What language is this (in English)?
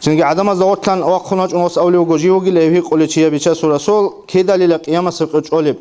Avaric